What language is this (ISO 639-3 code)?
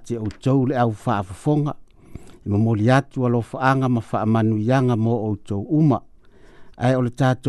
smo